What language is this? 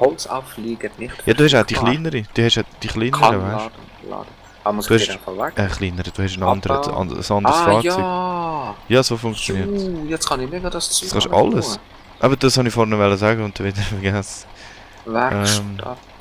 Swiss German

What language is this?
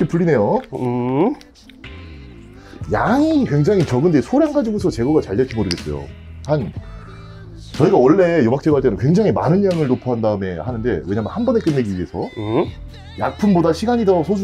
Korean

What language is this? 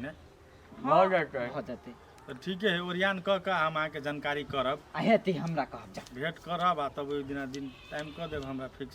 Maithili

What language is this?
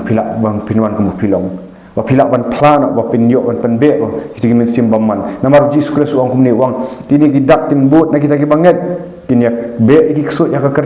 Khasi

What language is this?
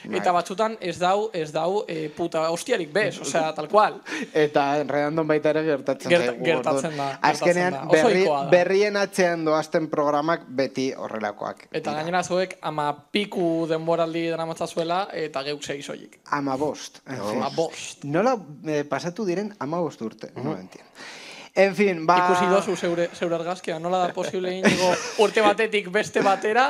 Basque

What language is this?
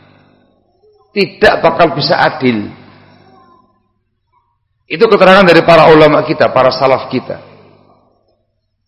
Indonesian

